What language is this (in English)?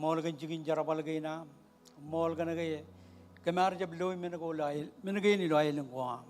Marshallese